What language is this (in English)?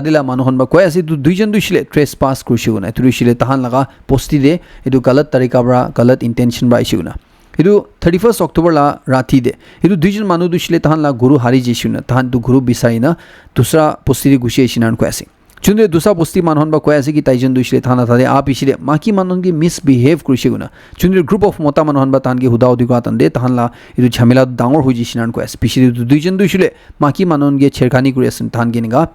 Naga Pidgin